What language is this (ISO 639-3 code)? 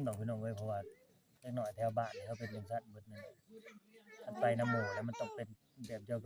lao